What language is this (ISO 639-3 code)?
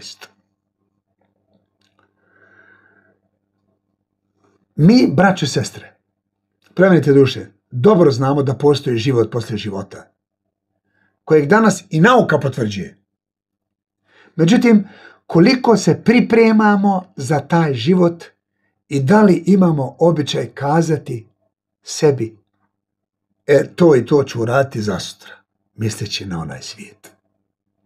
bos